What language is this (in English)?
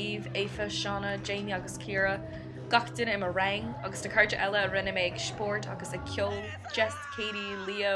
Irish